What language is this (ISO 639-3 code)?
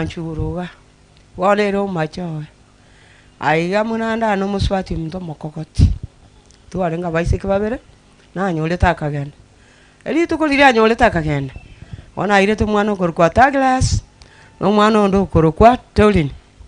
guz